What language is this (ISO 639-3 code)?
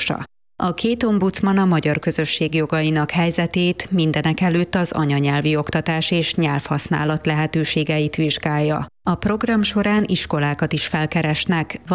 hun